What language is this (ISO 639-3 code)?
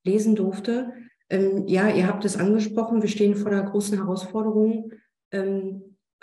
deu